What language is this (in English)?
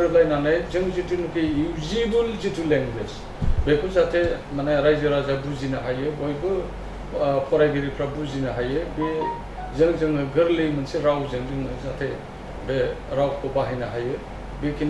Bodo